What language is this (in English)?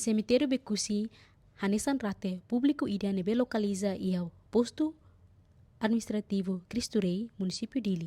Tetum